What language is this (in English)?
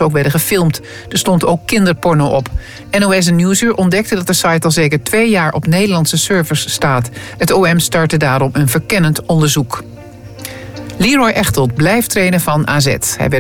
Dutch